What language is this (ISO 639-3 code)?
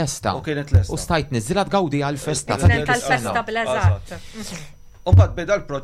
mlt